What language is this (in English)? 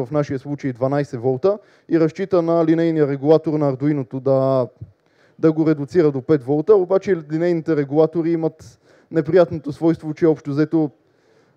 Bulgarian